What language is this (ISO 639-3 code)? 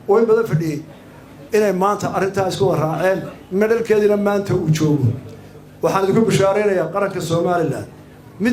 som